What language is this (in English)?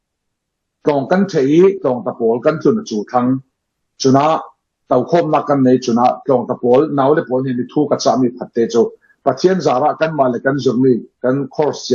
Falam Chin